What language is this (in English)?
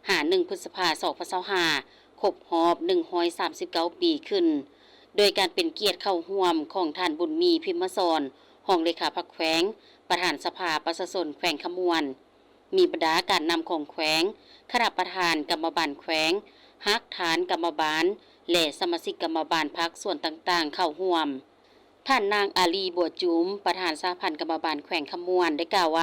Lao